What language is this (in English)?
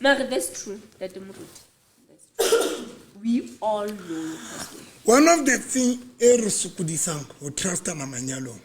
Southern Sotho